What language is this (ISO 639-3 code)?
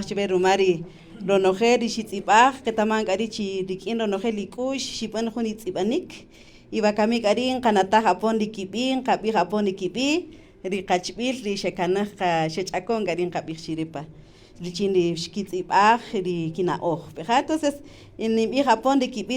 cak